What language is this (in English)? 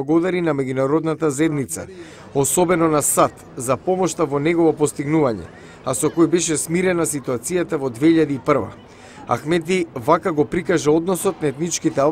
Macedonian